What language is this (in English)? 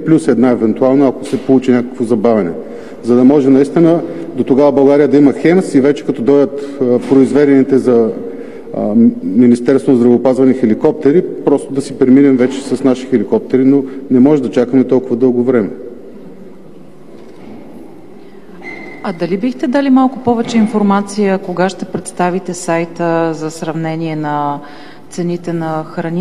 Bulgarian